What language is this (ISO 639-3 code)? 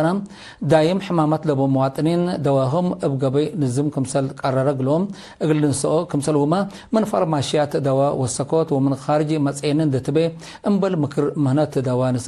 tig